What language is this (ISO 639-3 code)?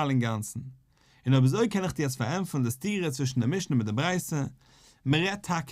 yid